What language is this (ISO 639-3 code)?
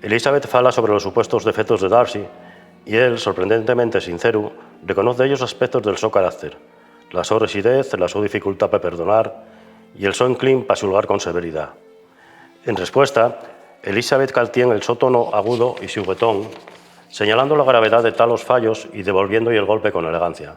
ast